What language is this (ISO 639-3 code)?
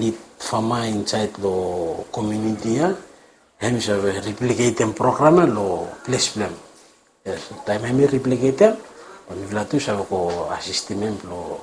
bis